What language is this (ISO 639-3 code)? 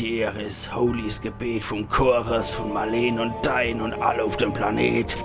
pfl